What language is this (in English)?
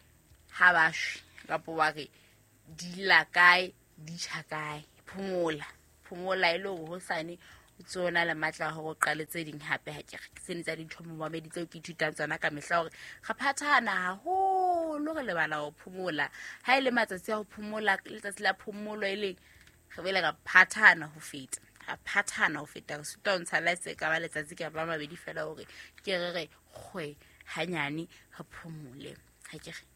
Southern Sotho